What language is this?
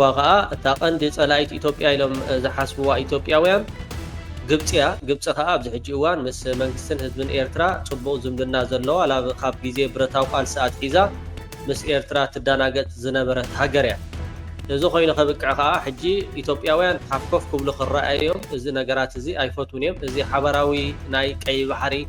Tigrinya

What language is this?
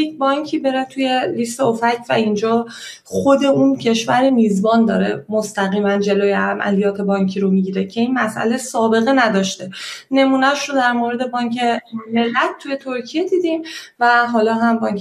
Persian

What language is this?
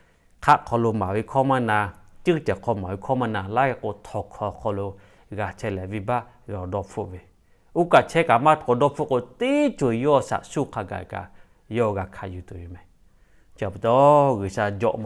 Lahu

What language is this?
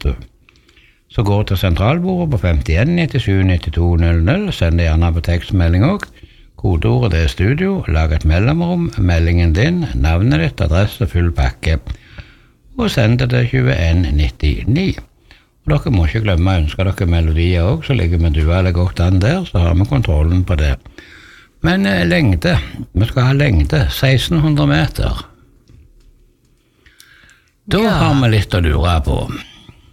Norwegian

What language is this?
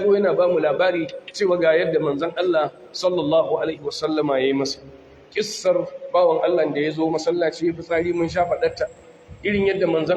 Hausa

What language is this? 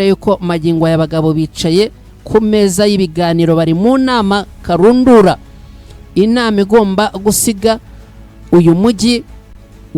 Kinyarwanda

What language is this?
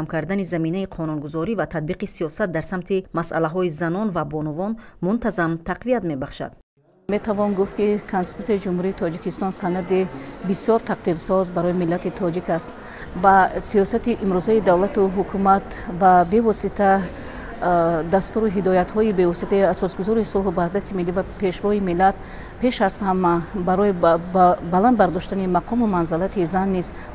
Tajik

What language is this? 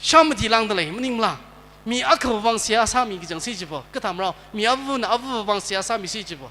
Tangkhul Naga (India)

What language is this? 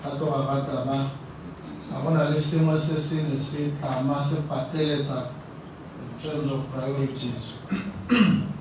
Tswana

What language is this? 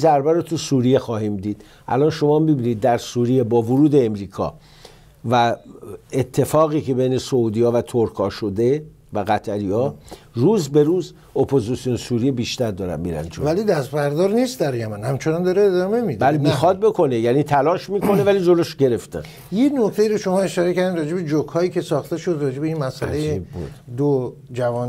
Persian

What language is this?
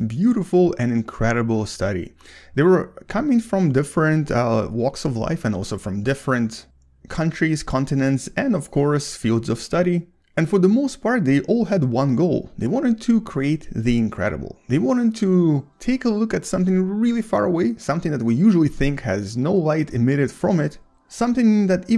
English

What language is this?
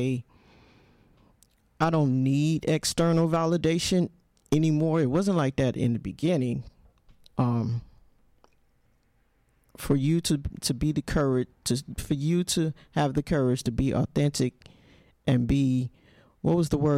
English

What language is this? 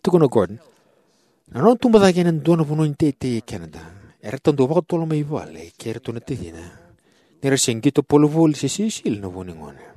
Fijian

